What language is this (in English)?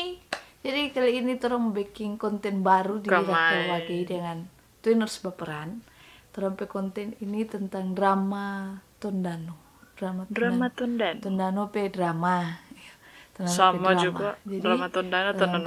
Manado Malay